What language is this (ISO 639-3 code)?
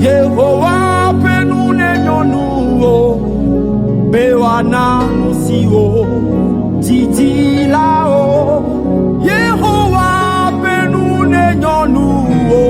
ewe